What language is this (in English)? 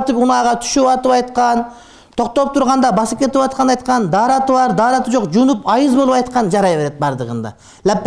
Kyrgyz